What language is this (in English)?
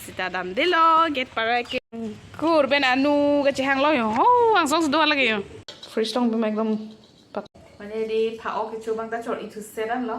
Karbi